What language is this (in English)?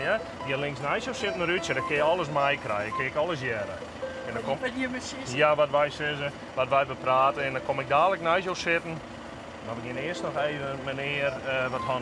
Western Frisian